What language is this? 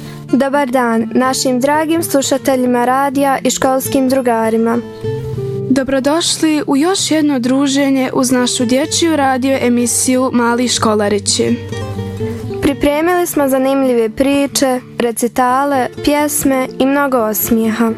Bosnian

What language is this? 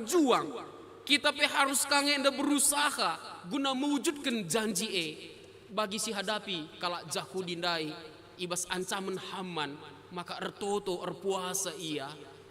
Batak Karo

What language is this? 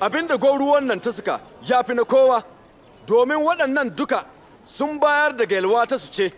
Hausa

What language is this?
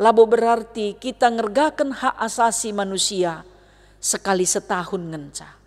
Batak Karo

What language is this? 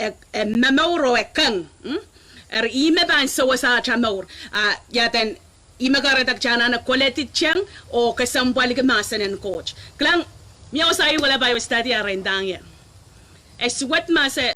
Pohnpeian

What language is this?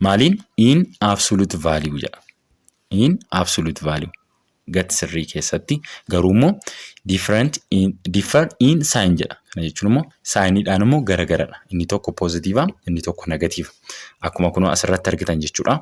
Oromo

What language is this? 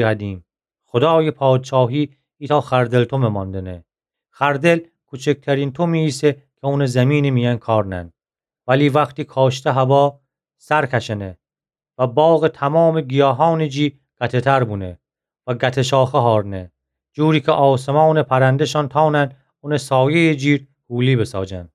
Gilaki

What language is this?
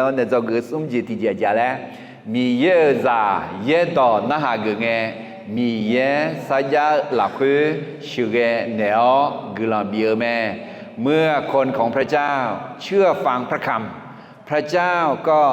Akha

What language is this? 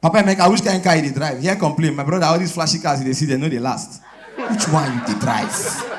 Nigerian Pidgin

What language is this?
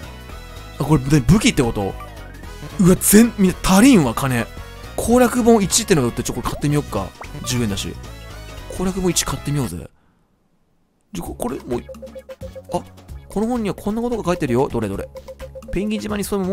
Japanese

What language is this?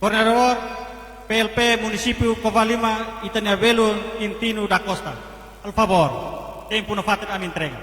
Tetum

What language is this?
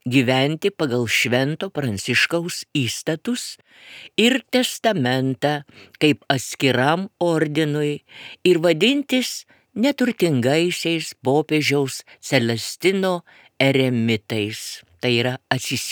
Lithuanian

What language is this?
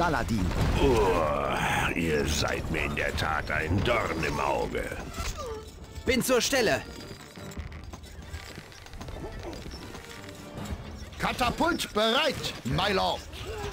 German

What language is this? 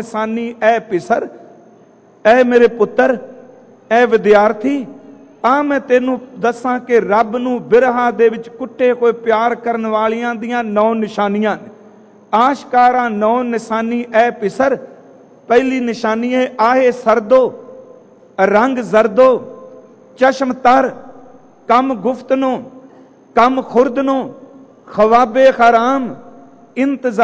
Punjabi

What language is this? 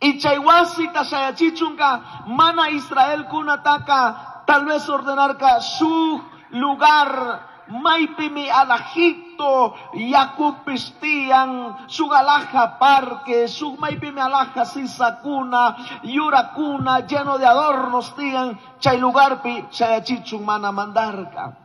Chimborazo Highland Quichua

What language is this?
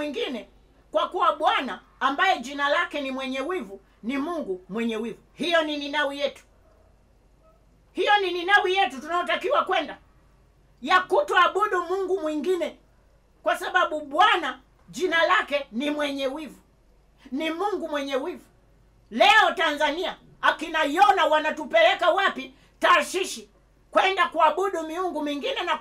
Swahili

